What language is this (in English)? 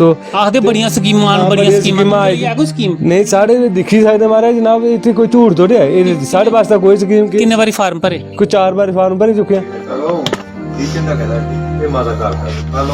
Dogri